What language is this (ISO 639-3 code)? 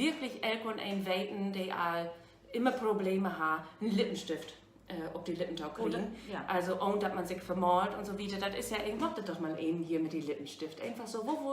nds